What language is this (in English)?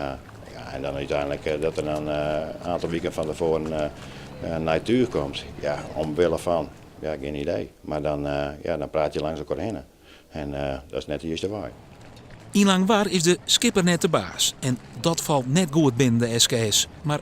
Western Frisian